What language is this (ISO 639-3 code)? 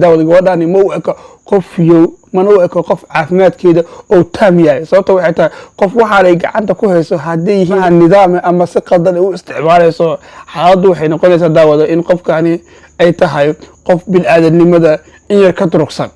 som